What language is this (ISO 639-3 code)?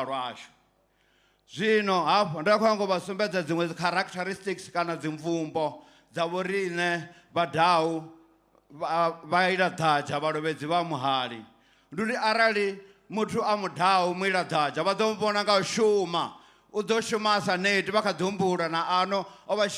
ven